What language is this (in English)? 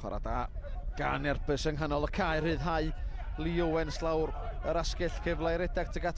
Welsh